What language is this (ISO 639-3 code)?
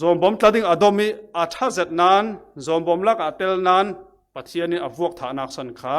cfm